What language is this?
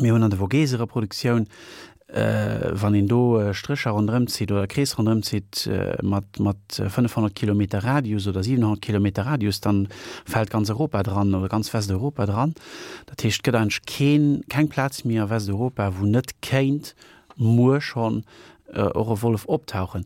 Luxembourgish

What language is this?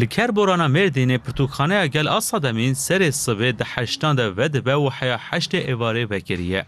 Kurdish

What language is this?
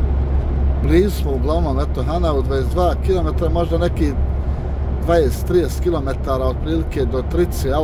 Croatian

